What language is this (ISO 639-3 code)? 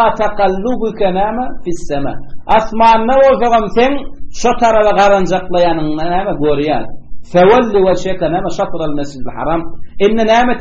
tuk